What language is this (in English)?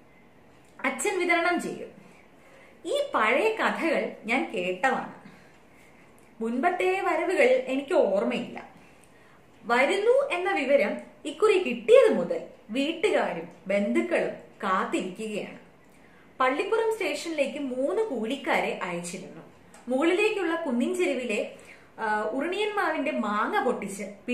Malayalam